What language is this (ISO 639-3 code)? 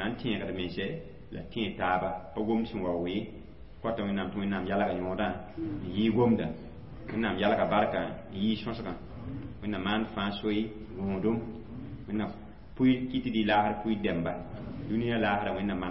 mos